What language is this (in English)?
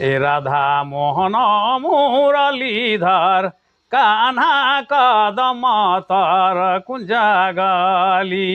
Sadri